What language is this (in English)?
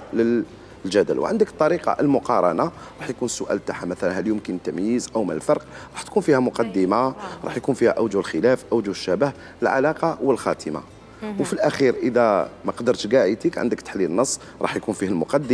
Algerian Arabic